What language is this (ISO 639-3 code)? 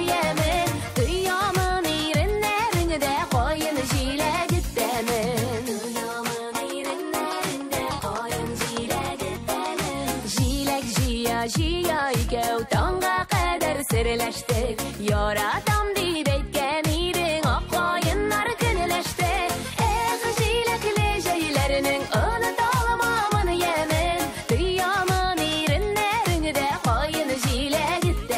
tat